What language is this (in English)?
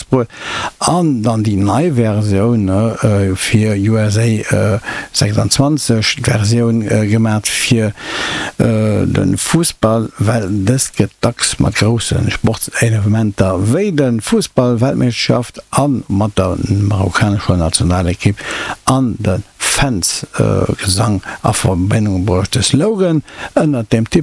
Luxembourgish